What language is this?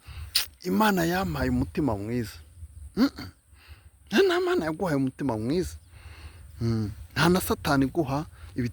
Kinyarwanda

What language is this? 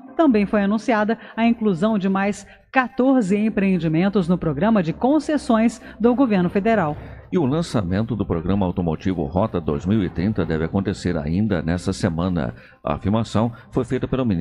Portuguese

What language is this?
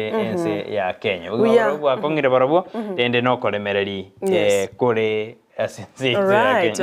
Gusii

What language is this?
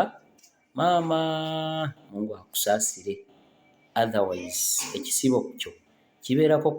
Ganda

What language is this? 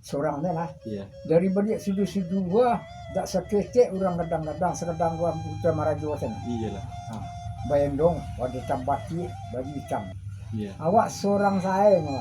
Minangkabau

